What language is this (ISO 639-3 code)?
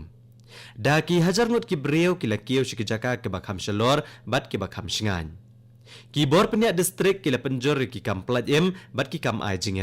kha